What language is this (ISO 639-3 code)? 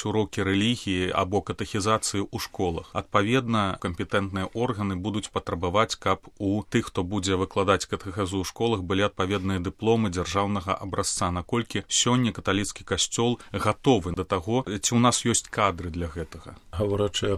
bel